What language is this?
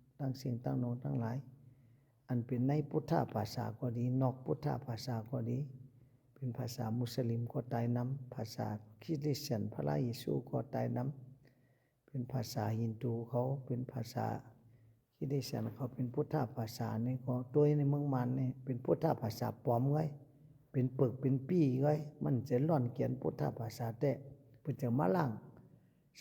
Shan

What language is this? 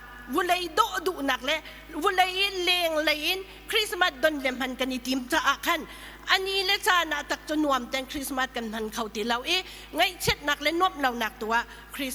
Hakha Chin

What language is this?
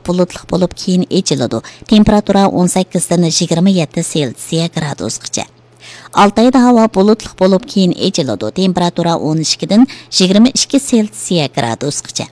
Uyghur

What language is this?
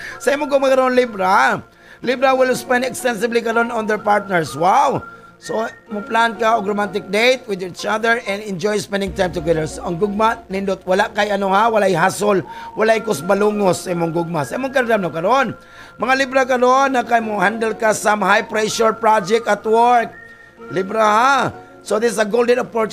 Cebuano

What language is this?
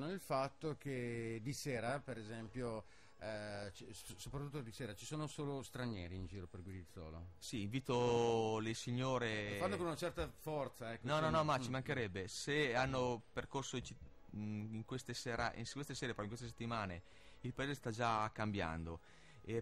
Italian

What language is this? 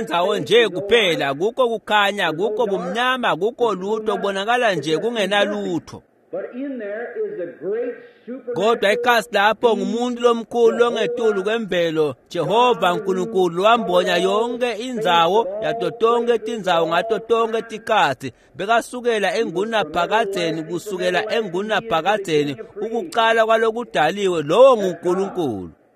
Swati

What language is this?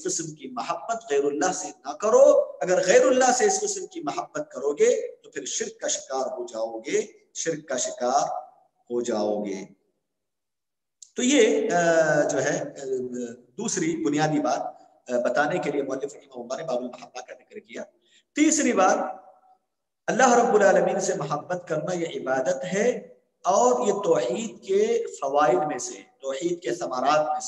Urdu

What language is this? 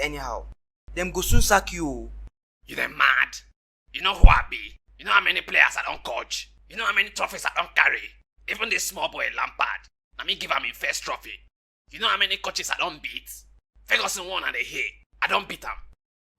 Nigerian Pidgin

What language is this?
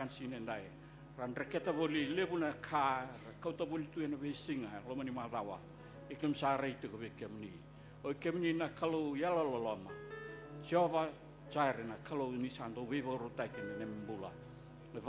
Fijian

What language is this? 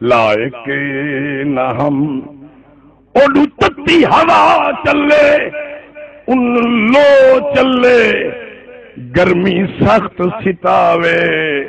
Saraiki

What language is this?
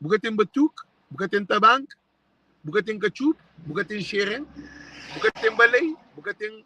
Kabuverdianu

